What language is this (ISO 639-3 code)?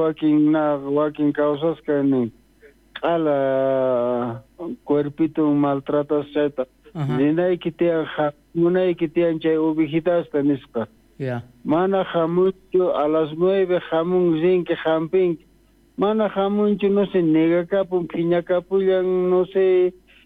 quh